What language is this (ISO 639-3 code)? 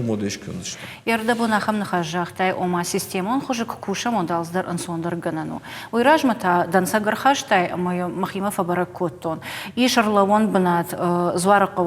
oss